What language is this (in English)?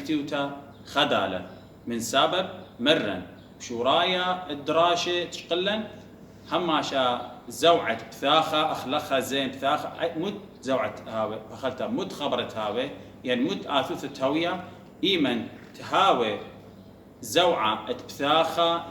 Assyrian Neo-Aramaic